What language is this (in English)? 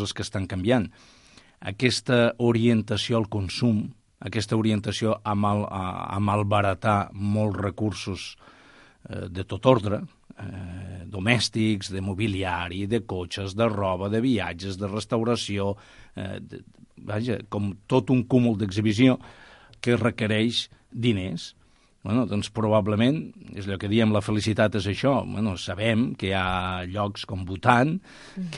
Catalan